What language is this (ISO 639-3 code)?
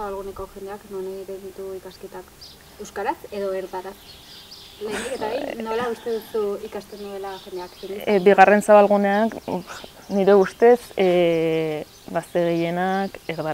eus